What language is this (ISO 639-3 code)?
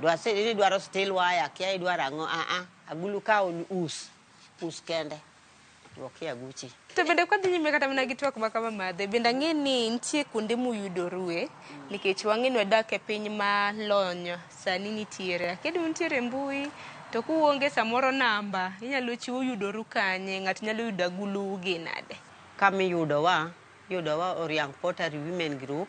luo